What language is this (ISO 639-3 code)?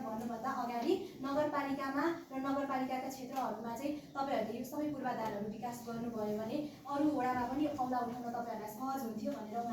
nep